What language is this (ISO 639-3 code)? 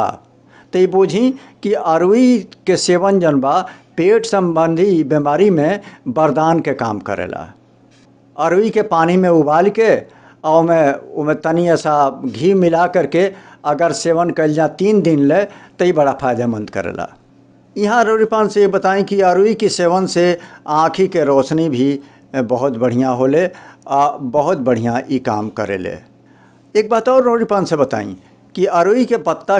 bho